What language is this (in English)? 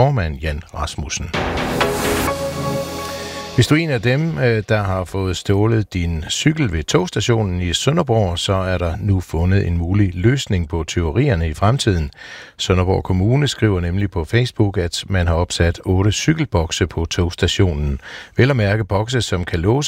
Danish